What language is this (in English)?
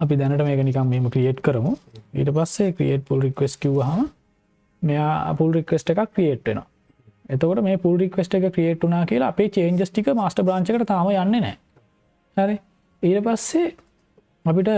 Sinhala